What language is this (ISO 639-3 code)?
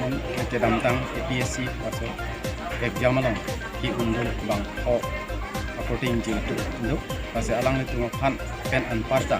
mjw